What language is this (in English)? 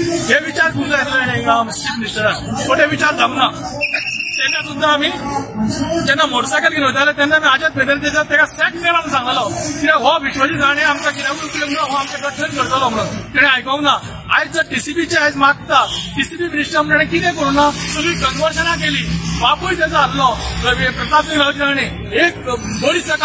Konkani